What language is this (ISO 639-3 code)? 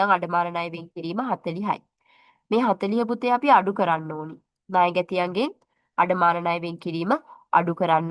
sin